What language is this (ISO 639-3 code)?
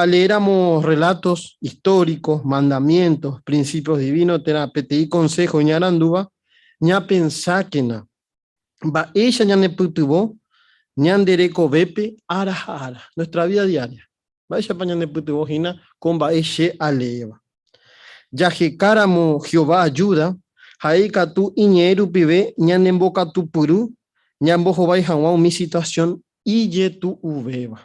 grn